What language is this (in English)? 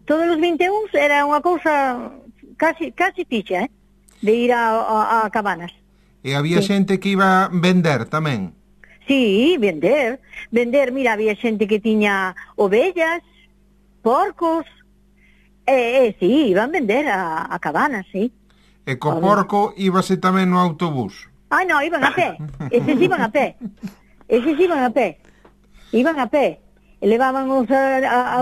Galician